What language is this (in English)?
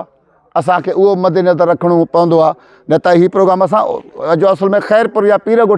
Sindhi